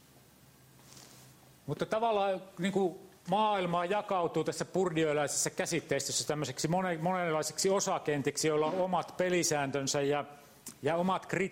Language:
Finnish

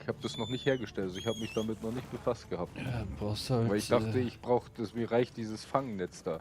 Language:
Bavarian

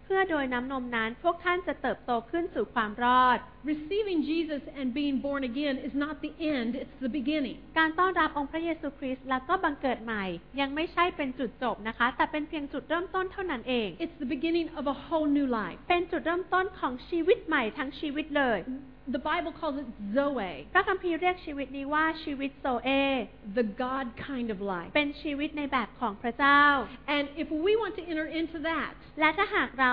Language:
Thai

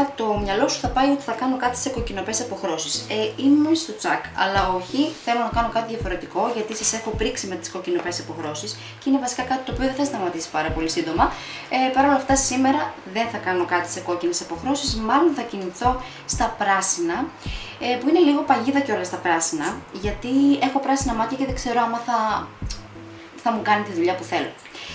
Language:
Greek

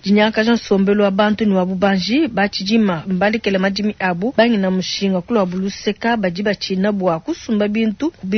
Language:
Luba-Lulua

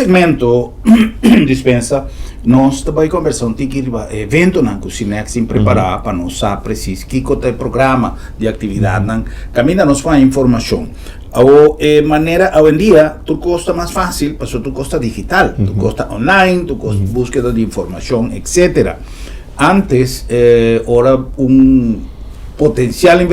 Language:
Papiamento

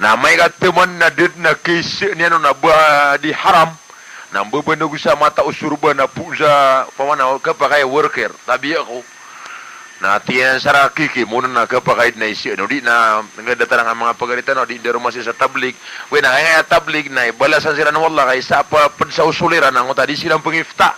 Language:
Maranao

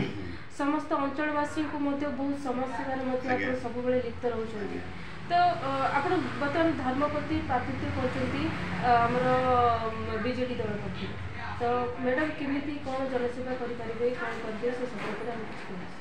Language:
Odia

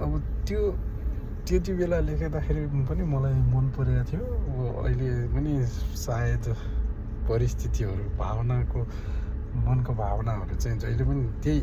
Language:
Nepali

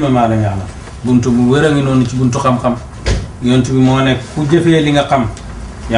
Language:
Wolof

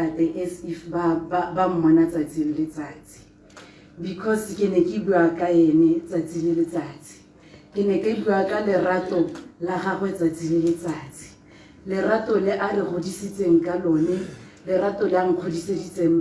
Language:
Tswana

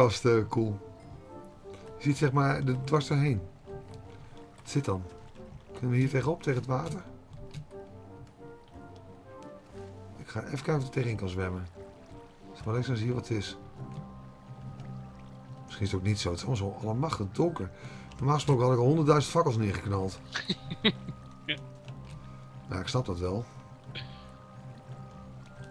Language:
Dutch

